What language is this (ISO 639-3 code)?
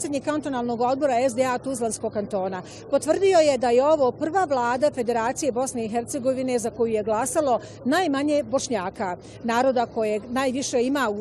bos